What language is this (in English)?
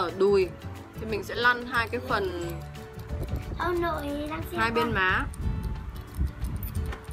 Vietnamese